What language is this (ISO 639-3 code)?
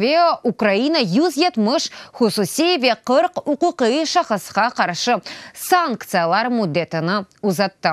crh